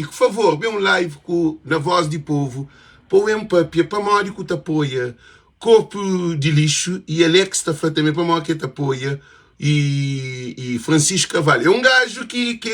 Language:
Kabuverdianu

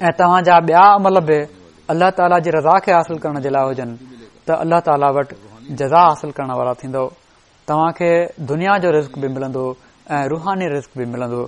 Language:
Sindhi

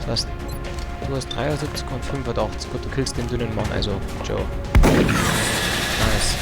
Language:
Bavarian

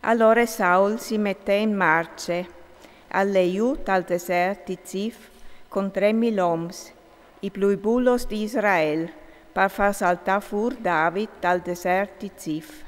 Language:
Friulian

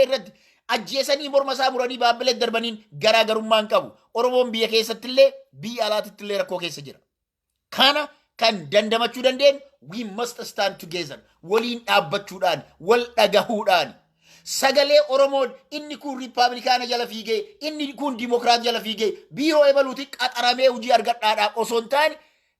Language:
Oromo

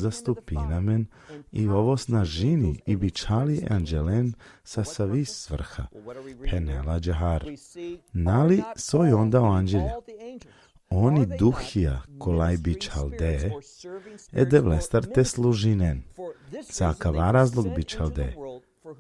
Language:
Balkan Romani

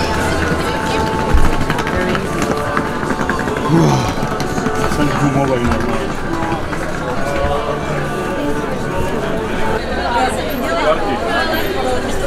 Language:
Czech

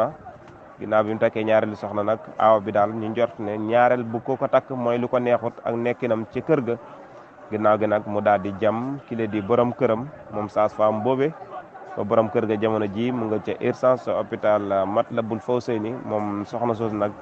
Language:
Wolof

